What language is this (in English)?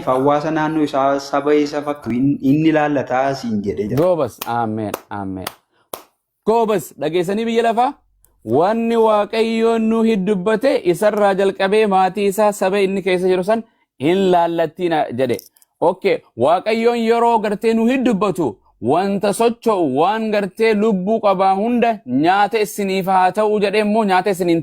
Oromo